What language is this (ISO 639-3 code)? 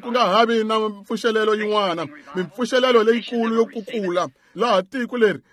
tso